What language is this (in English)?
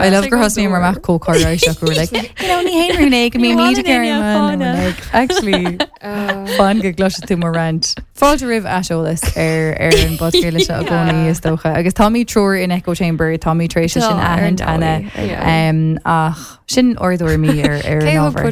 Irish